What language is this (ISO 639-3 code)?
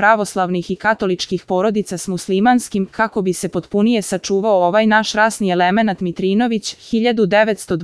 srp